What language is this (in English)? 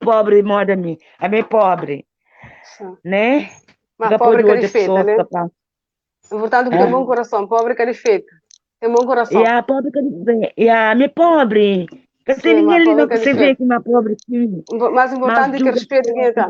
Kabuverdianu